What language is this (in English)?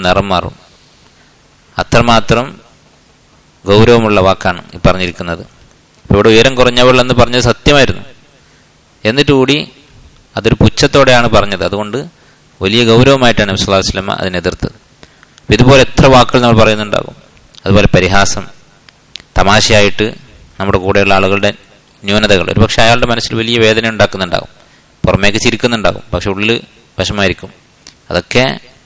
Malayalam